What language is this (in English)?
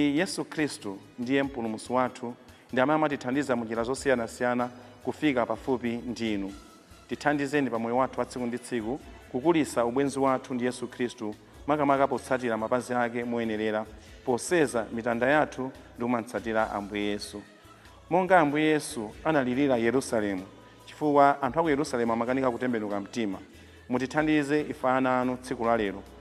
Nyanja